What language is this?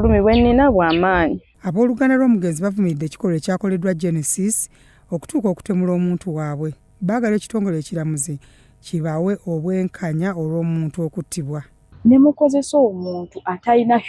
Ganda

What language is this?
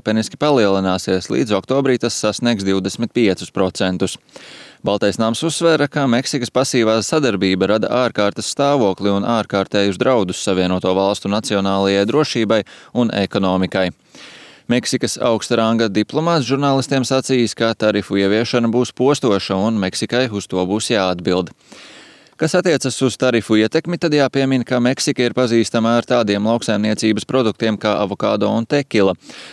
Latvian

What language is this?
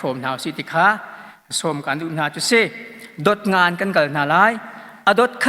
Hakha Chin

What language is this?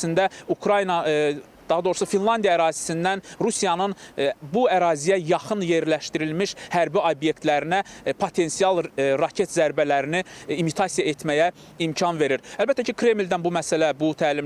Azerbaijani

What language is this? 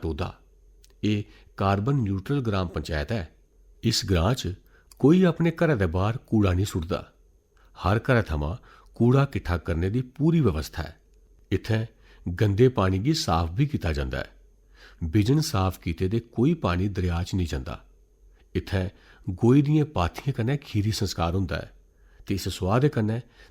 Dogri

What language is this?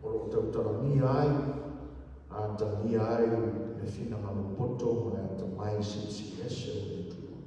Samoan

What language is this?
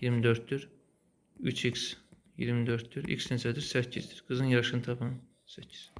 Azerbaijani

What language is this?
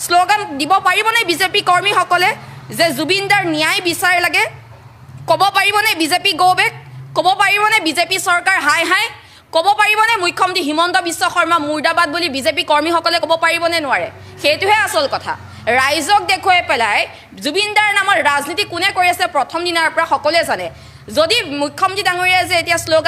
Assamese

